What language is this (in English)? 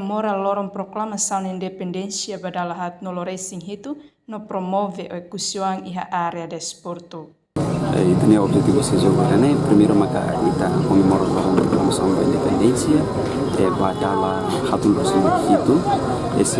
Tetum